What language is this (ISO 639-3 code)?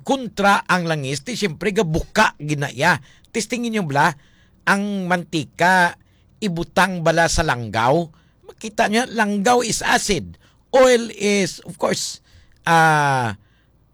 hil